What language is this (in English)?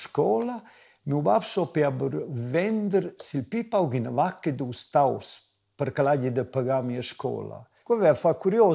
Romansh